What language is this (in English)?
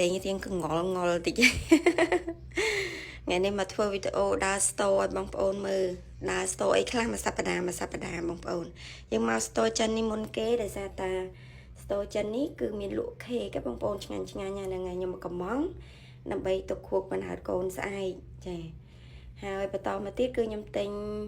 Khmer